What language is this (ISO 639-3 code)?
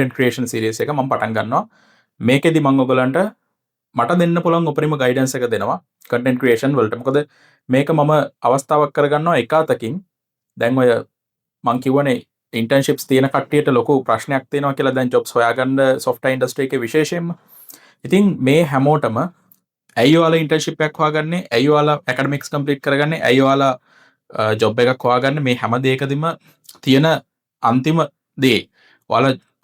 sin